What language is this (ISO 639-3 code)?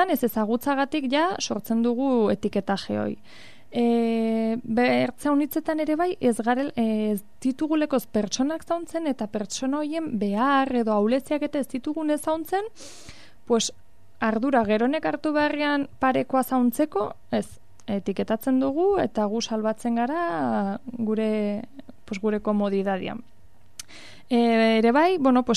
eus